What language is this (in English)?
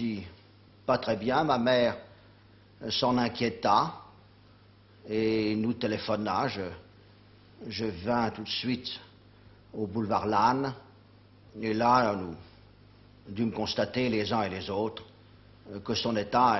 French